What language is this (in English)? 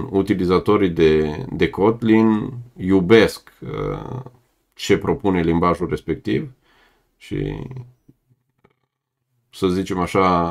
Romanian